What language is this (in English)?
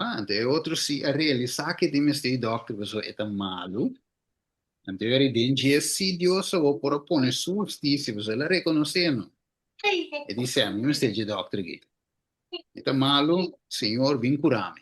Papiamento